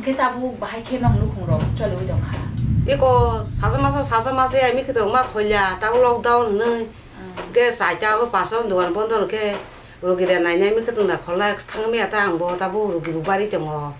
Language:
Kok Borok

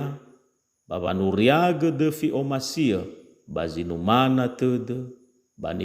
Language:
Nias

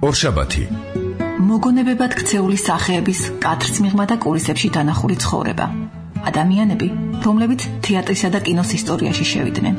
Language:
Georgian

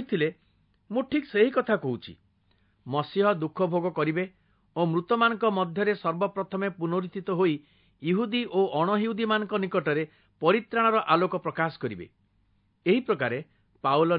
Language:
Odia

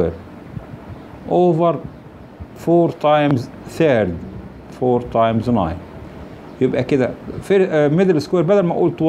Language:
Egyptian Arabic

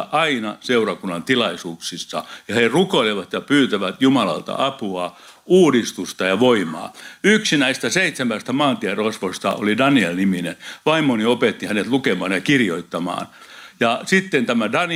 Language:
Finnish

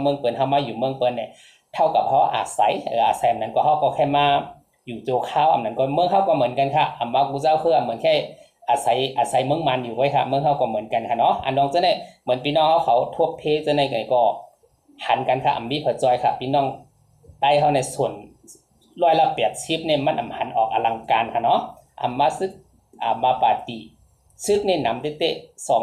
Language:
Shan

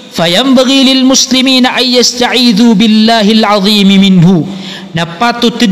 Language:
Maranao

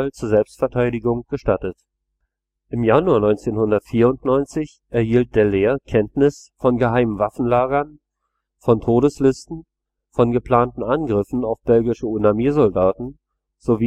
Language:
German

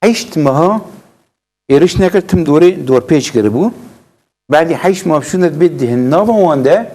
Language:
Kurdish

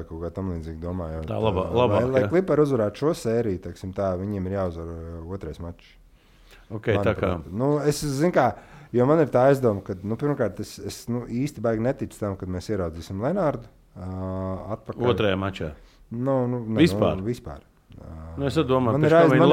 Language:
Latvian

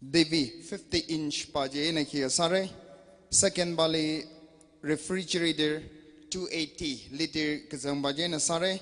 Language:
Tangkhul Naga (India)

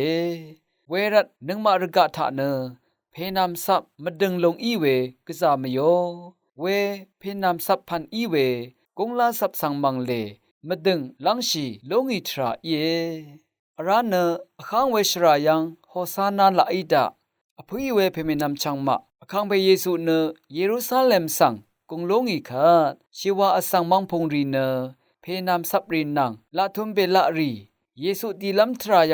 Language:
Rawang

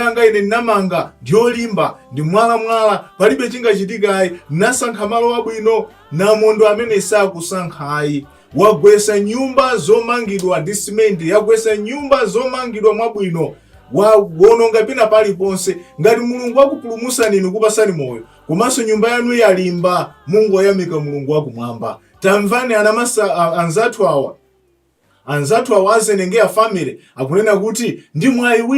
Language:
Nyanja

